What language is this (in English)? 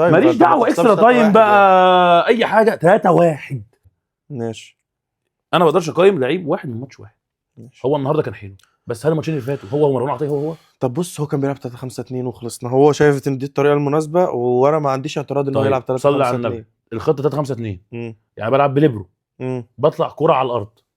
Egyptian Arabic